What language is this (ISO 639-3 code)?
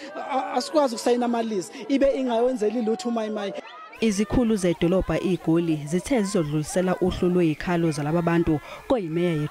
zul